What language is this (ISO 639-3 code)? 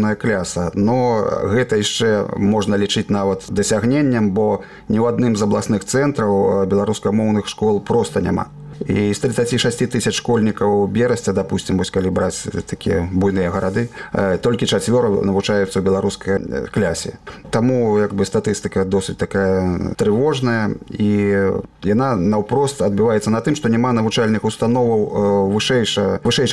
bel